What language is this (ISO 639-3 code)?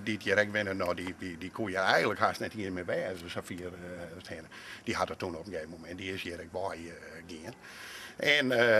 fry